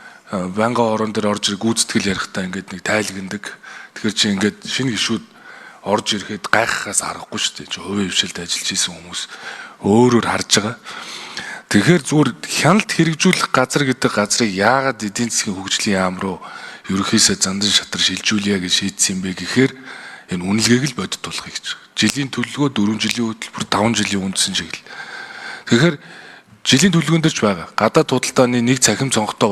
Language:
Mongolian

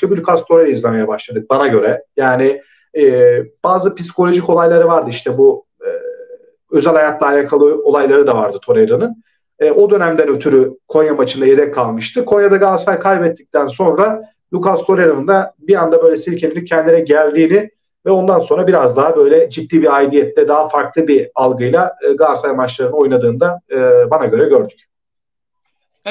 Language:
Turkish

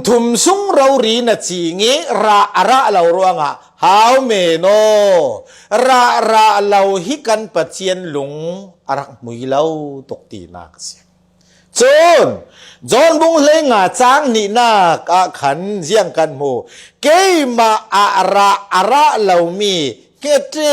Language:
Falam Chin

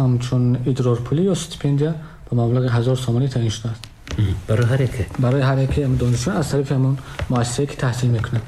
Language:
Tajik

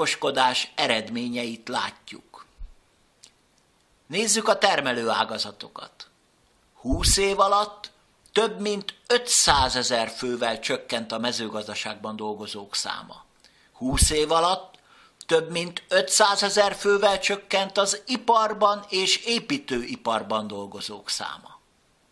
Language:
Hungarian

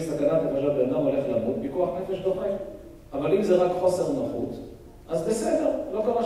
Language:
Hebrew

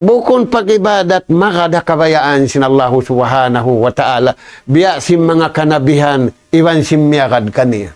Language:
Tausug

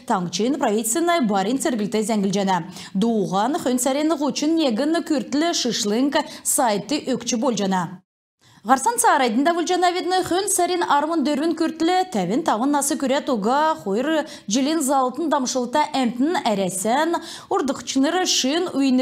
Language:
Kalmyk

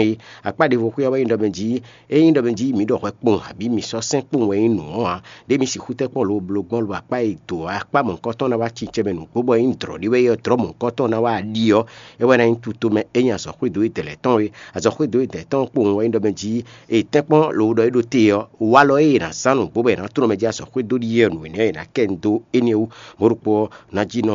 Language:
Fon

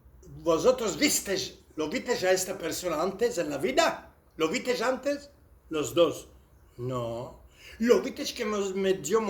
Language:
Ladino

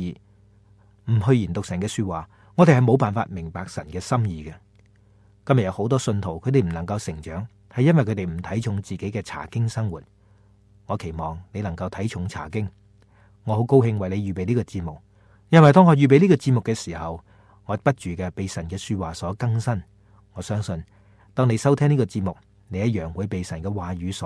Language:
Cantonese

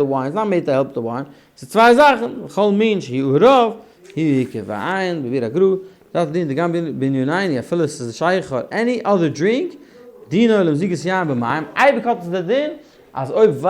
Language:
Yiddish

